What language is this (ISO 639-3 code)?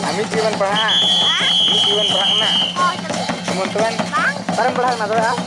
sat